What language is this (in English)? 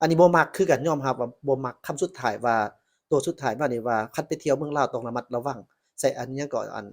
Lao